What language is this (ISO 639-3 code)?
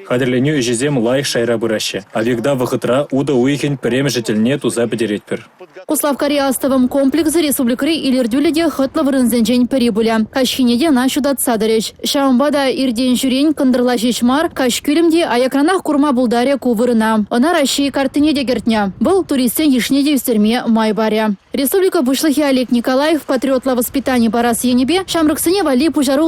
chv